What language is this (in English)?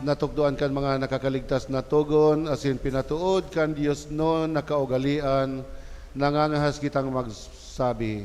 Bikol